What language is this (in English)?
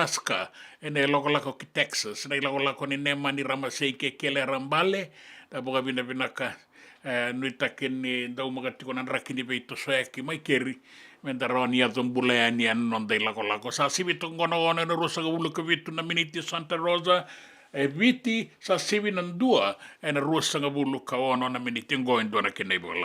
Fijian